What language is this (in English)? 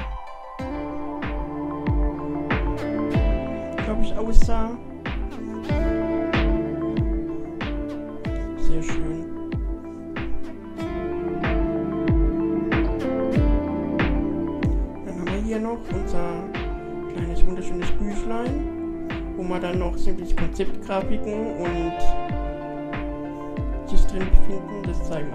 German